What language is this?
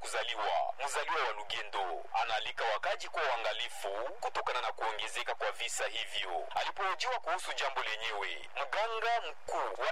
Swahili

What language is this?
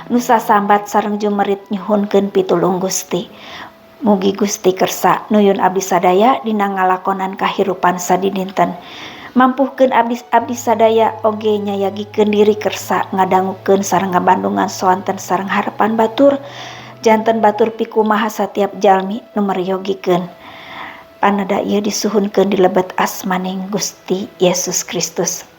Sundanese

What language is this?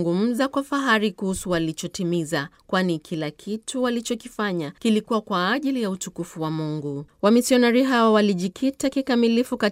Swahili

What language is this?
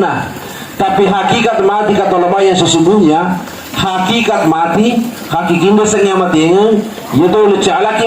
Buginese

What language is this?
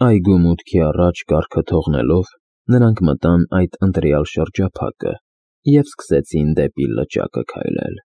Armenian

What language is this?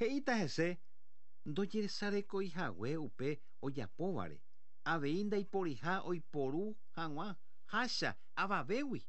Guarani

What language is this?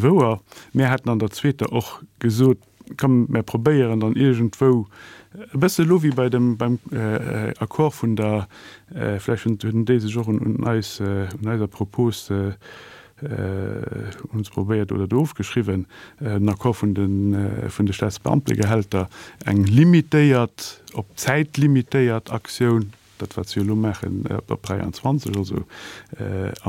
Luxembourgish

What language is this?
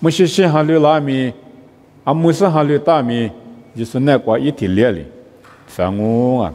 Lisu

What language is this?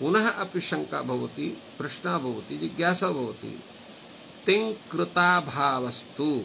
Sanskrit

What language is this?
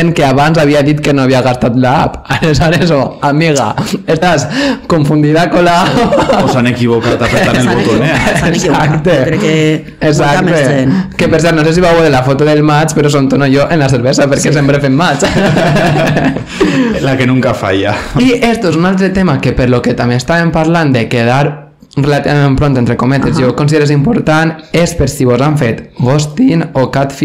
Catalan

